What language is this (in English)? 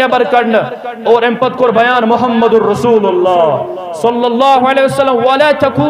Kashmiri